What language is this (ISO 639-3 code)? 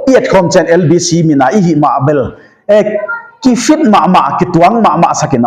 pck